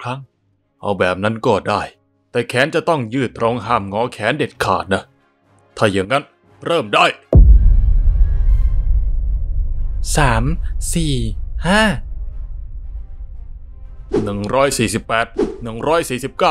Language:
Thai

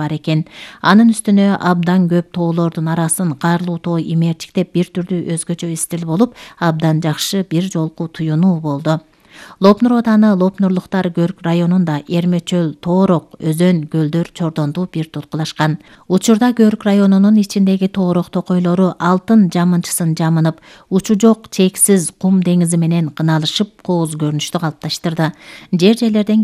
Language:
Kyrgyz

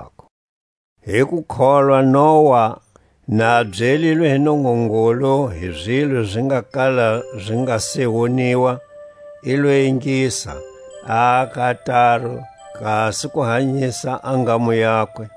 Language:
Tswa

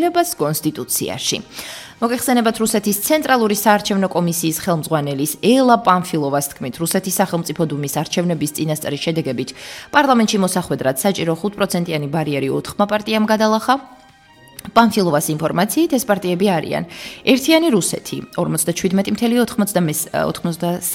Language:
Georgian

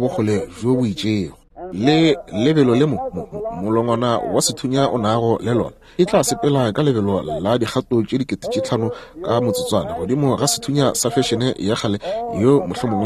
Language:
Northern Sotho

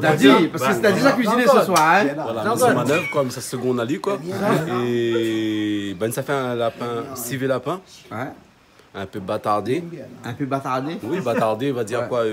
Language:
Réunion Creole French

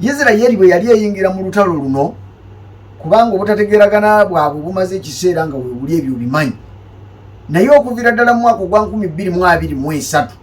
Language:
Ganda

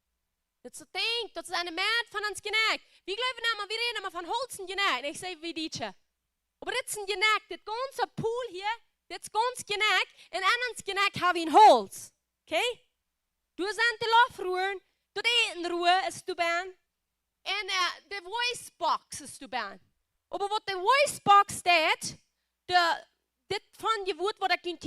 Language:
Plautdietsch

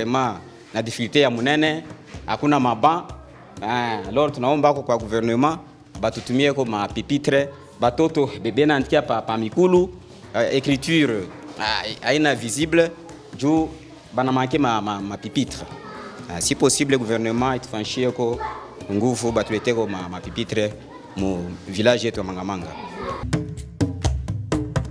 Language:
Swahili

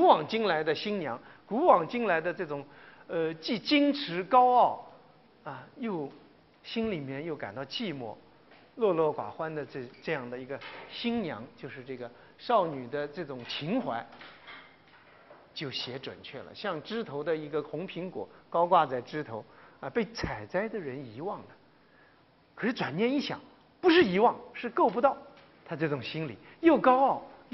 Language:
Chinese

